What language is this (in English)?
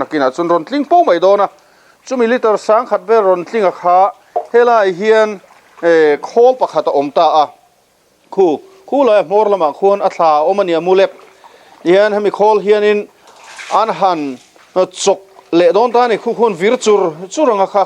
Mizo